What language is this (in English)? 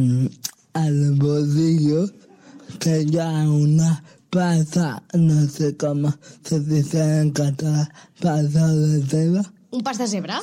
Catalan